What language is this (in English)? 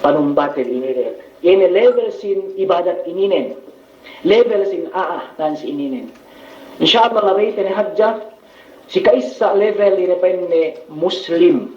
Yakan